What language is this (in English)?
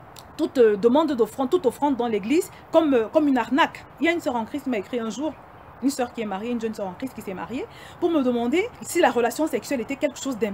French